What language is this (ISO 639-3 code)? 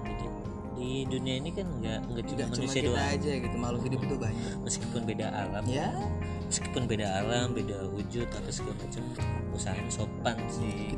ind